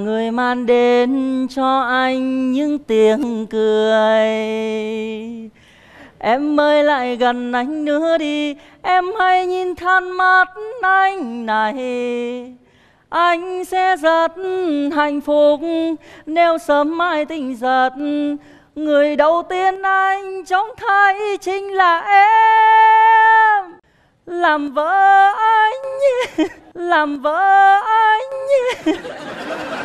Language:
Vietnamese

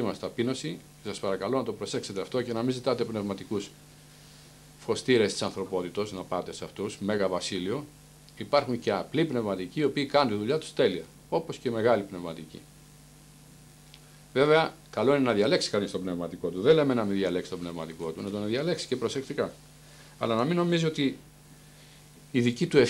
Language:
Greek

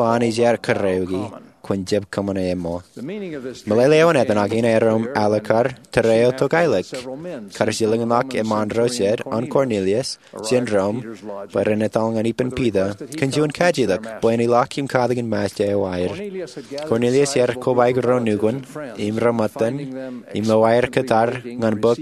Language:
Marshallese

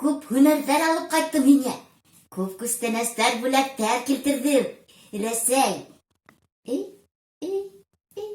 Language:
Bashkir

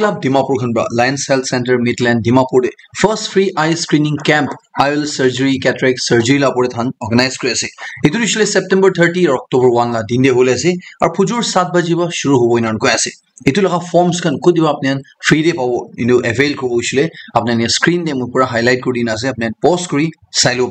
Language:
Naga Pidgin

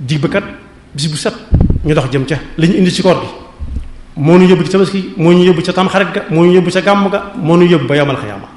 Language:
Wolof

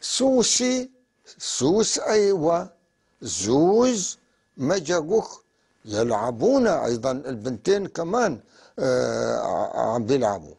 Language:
North Levantine Arabic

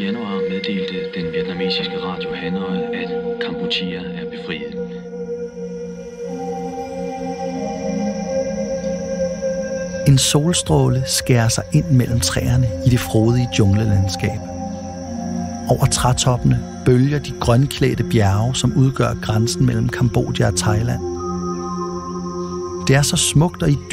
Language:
Danish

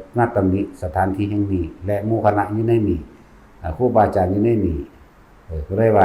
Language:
Lao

